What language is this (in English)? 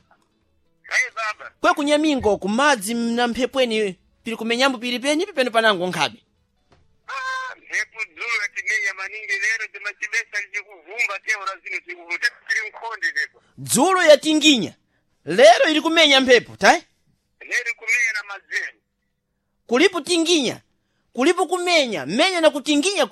Sena